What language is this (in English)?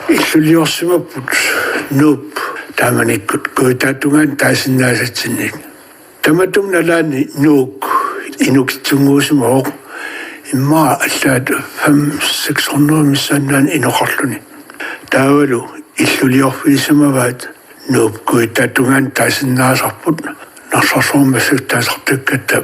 Kalaallisut